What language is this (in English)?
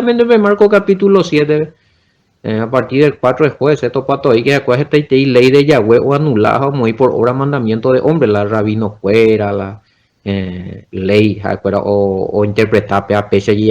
Guarani